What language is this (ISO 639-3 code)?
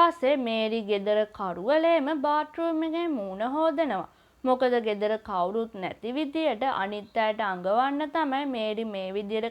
sin